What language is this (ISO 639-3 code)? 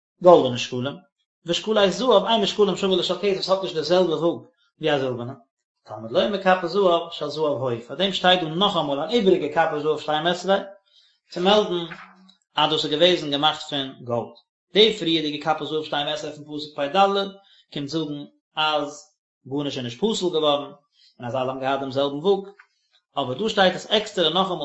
yid